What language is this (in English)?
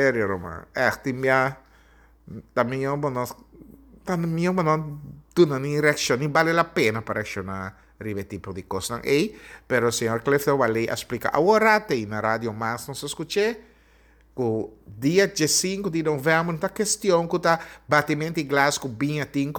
Papiamento